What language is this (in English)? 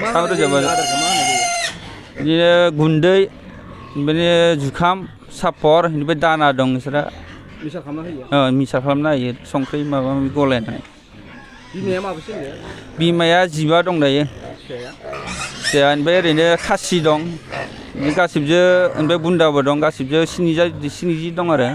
Bodo